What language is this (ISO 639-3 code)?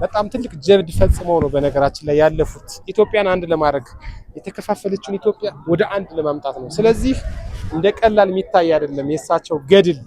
amh